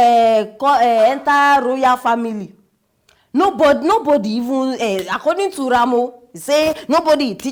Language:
Nigerian Pidgin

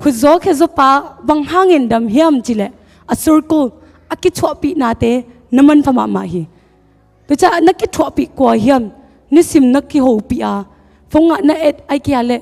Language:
Tedim Chin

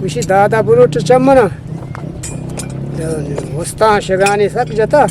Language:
Eastern Balochi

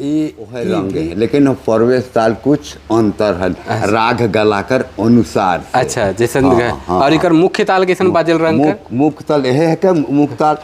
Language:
Sadri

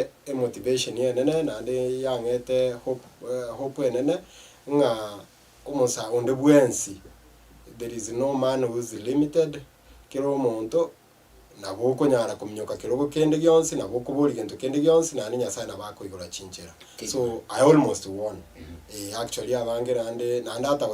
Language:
Gusii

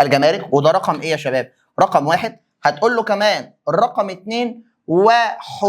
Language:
Egyptian Arabic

